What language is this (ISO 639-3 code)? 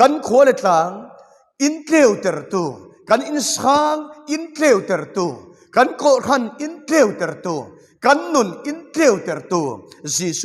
cfm